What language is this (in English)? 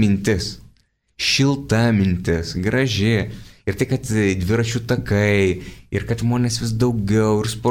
Lithuanian